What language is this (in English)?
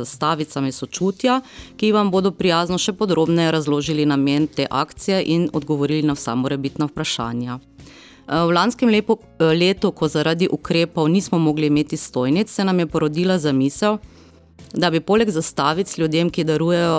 Slovenian